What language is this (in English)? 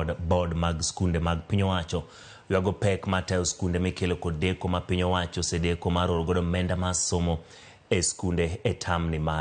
Luo (Kenya and Tanzania)